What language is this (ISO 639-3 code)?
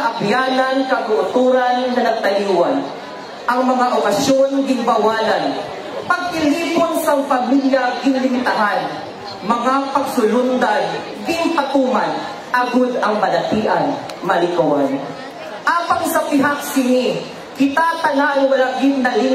hil